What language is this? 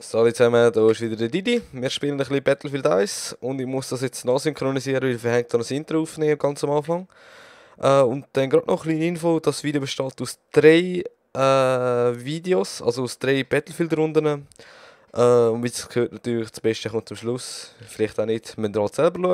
Swiss German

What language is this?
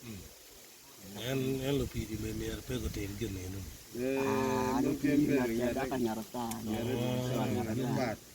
Acoli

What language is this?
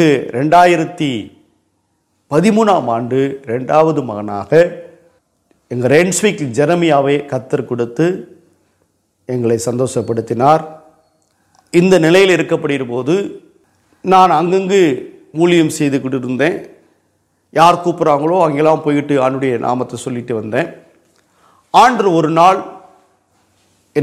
Tamil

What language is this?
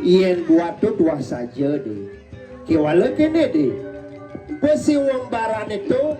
Balinese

